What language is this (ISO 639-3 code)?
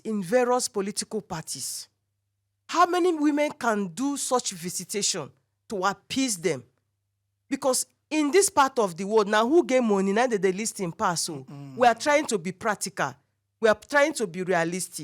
pcm